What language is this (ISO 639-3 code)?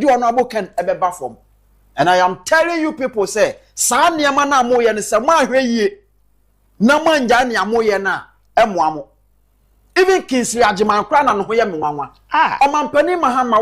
aka